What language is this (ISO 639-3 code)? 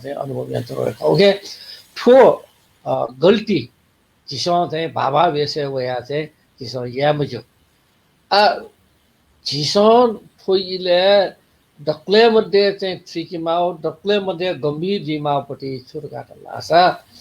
new